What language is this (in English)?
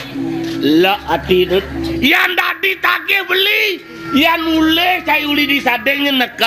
Balinese